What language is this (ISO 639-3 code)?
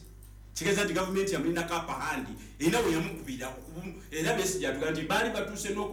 lug